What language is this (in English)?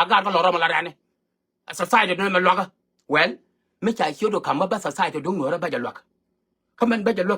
Nuer